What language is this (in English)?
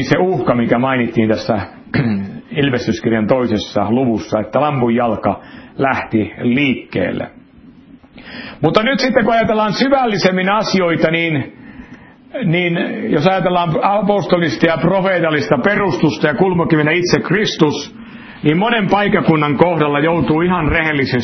Finnish